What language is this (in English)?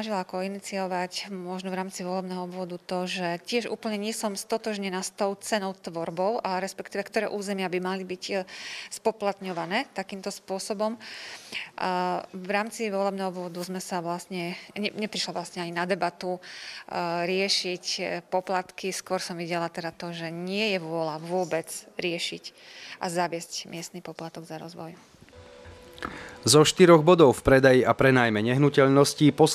Slovak